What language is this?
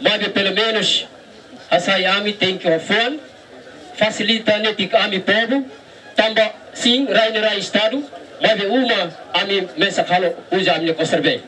Tetum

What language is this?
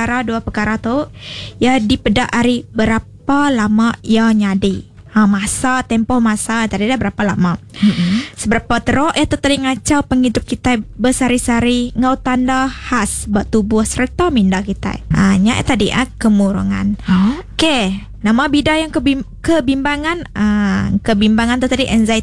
Iban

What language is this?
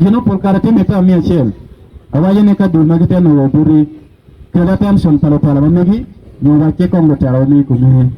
Acoli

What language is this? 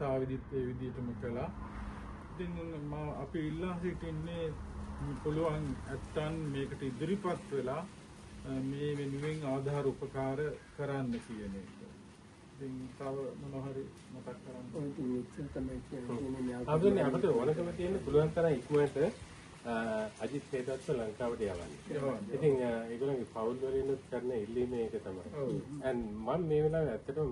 Sinhala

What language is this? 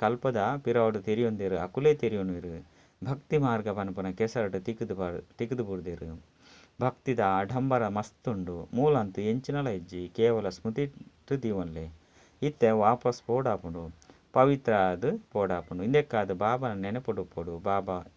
Tulu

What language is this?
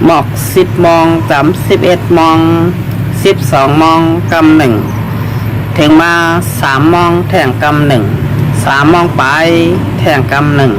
Shan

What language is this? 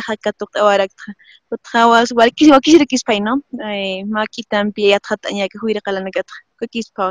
Aymara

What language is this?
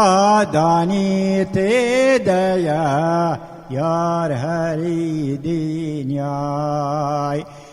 Kurdish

